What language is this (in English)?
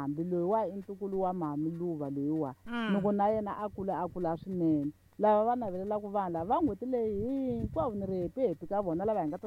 Tsonga